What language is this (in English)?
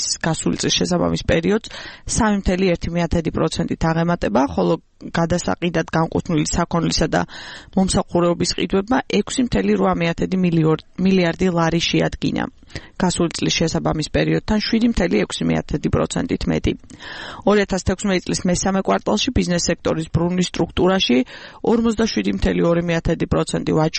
Georgian